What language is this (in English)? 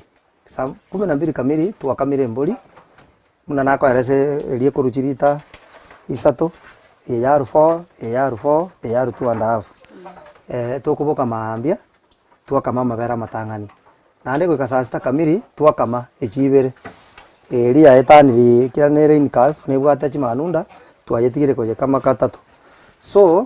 Gusii